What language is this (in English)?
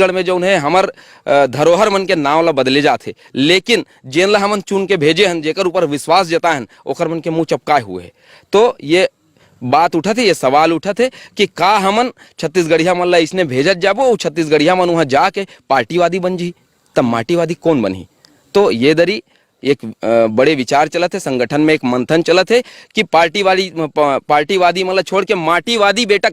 Chhattisgarhi